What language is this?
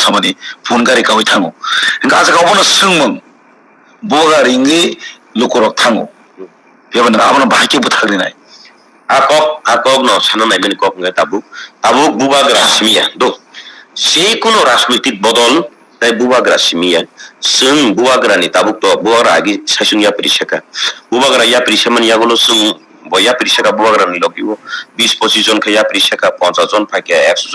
Kok Borok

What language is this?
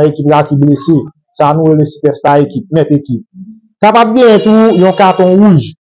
Haitian Creole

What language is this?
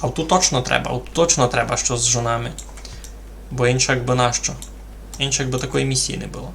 Rusyn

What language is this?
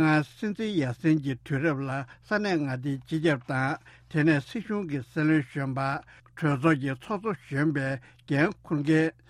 Latvian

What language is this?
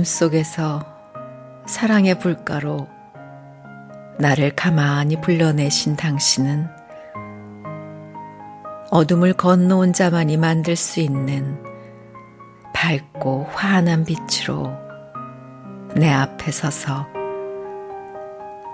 Korean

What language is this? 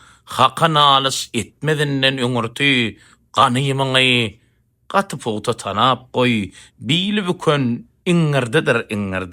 Turkmen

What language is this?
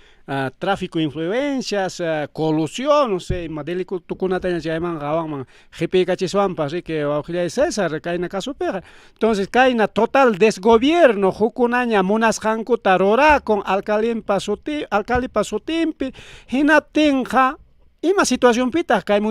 Ayacucho Quechua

